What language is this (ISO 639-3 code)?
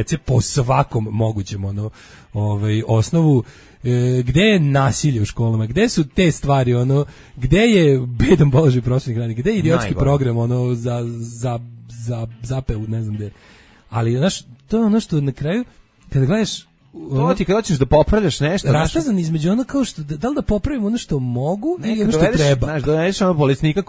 srp